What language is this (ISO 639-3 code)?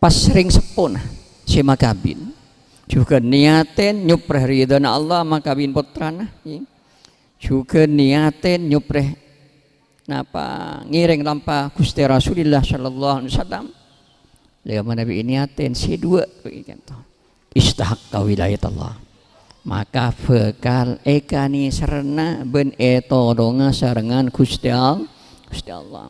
mad